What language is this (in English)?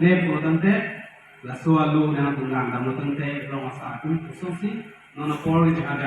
Karbi